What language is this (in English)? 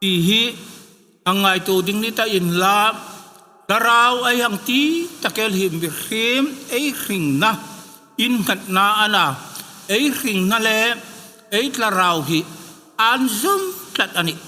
Hmar